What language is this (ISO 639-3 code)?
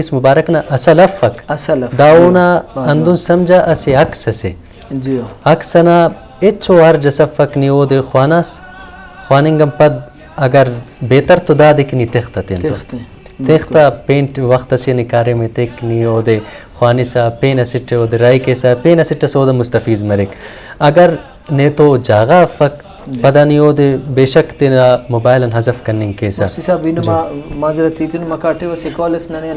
brh